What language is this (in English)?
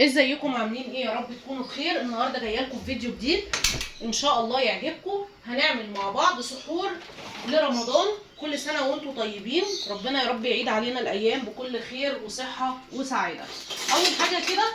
Egyptian Arabic